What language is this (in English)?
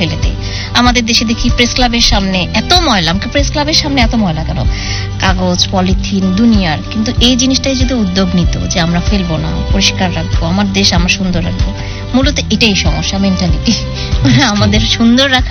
Bangla